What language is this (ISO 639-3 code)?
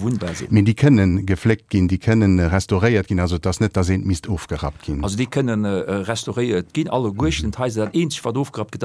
ltz